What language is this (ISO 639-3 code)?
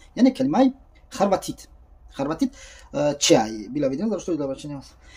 tgk